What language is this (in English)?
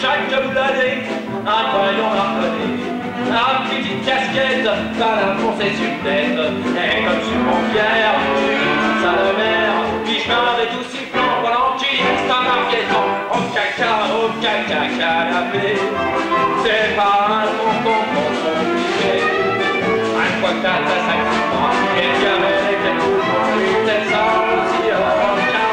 Picard